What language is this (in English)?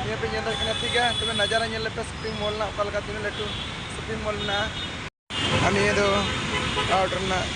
Santali